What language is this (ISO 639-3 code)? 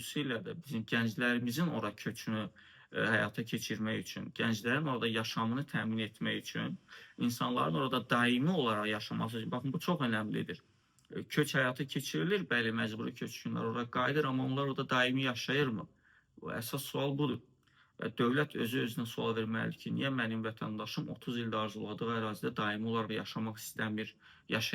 aze